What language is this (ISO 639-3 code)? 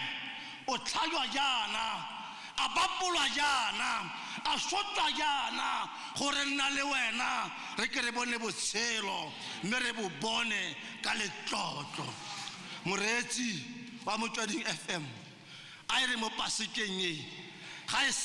tsn